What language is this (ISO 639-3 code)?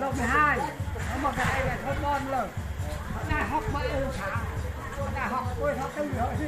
cmo